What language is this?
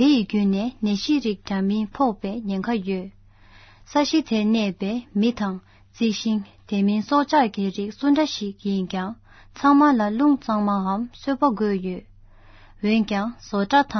Tibetan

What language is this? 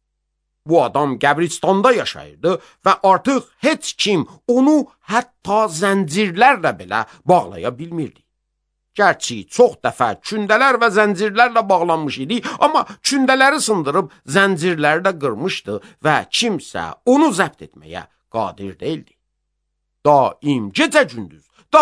Azerbaijani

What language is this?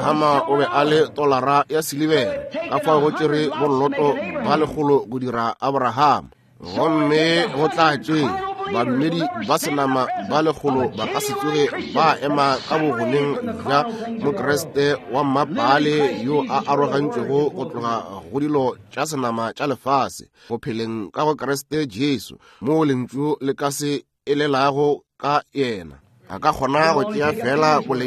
Northern Sotho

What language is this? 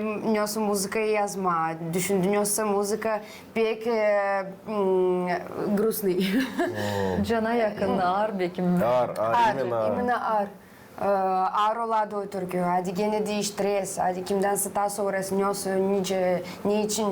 Gagauz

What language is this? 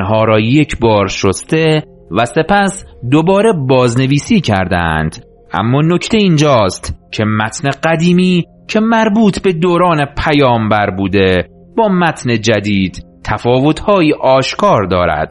Persian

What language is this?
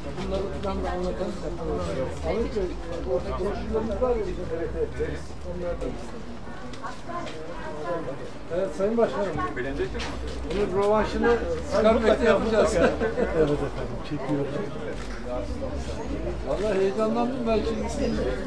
Turkish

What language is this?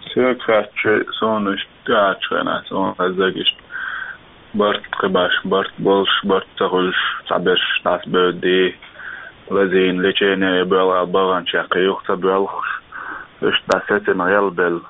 Chechen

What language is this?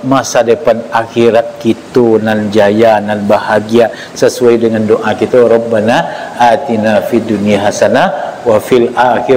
Minangkabau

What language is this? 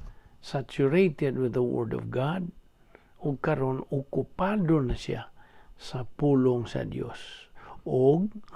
Cebuano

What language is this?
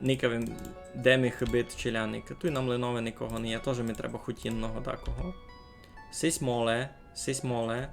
Rusyn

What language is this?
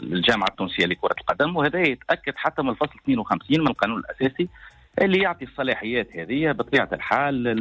Tunisian Arabic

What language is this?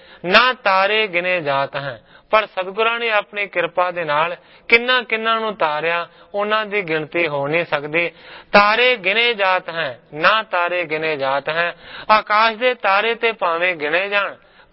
Punjabi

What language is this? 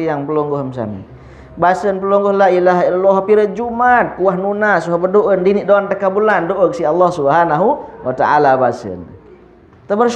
Sasak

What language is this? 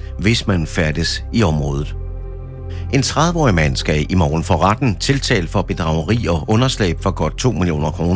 Danish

